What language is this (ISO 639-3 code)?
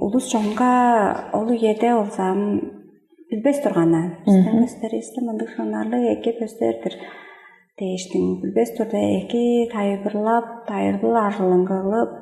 tyv